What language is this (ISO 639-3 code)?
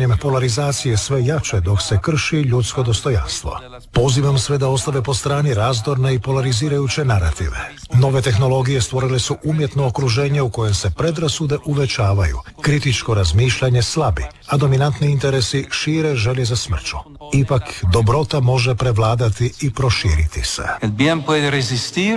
hrv